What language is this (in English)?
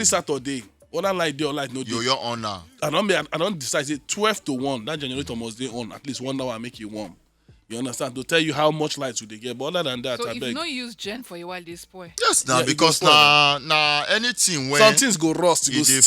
Nigerian Pidgin